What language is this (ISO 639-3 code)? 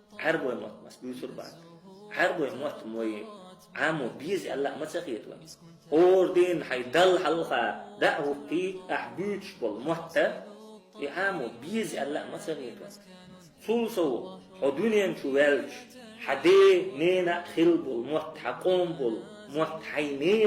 che